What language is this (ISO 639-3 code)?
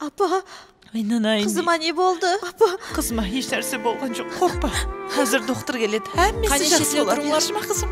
kaa